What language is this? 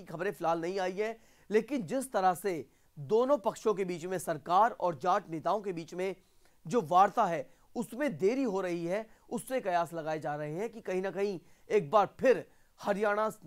Hindi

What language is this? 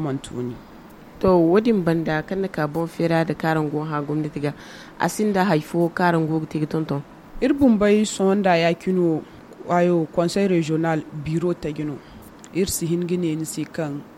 Zarma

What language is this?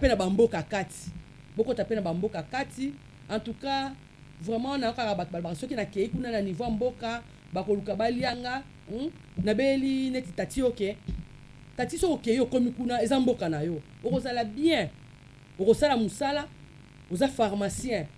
Lingala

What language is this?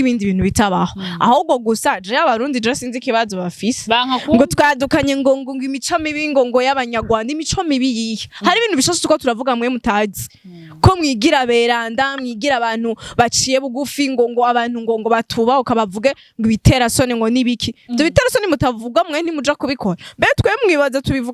Rundi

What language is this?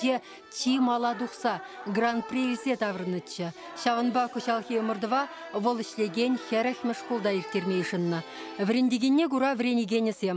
Chuvash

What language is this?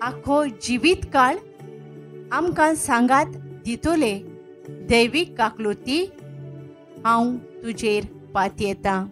Konkani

